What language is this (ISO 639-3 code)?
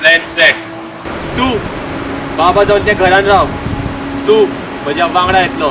kok